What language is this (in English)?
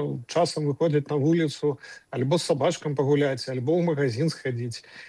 Belarusian